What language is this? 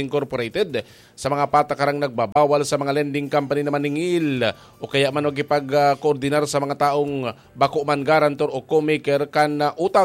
Bikol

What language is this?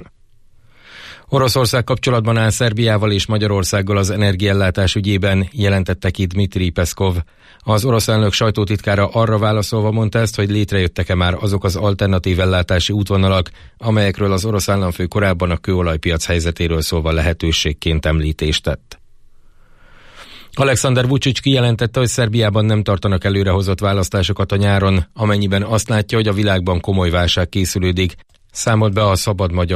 Hungarian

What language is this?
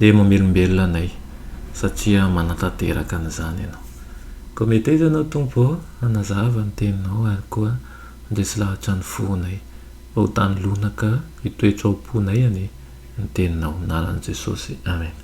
Malagasy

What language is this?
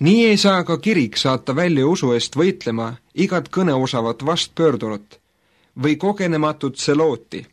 Estonian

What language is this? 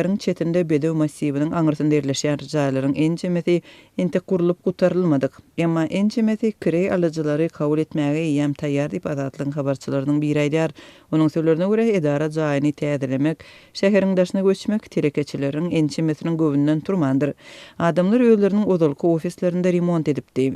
Turkmen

